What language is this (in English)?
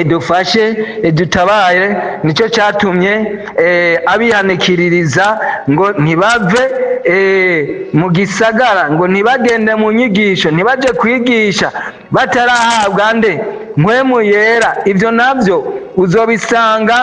Rundi